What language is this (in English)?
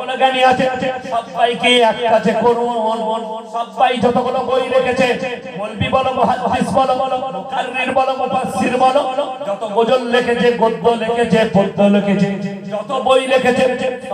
Bangla